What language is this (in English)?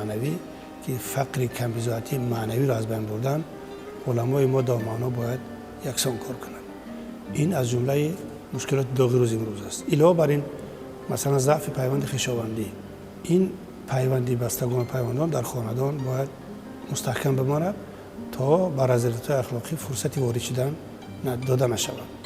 Tajik